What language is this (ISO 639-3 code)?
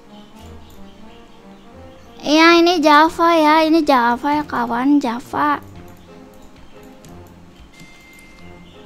ind